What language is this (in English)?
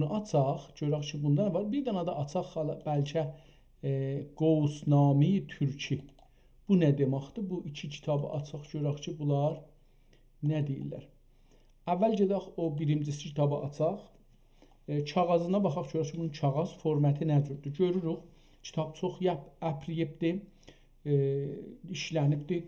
South Azerbaijani